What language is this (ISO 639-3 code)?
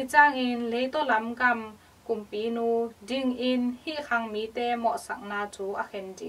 ctd